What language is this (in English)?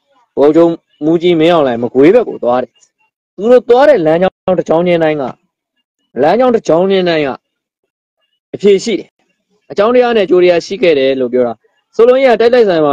Burmese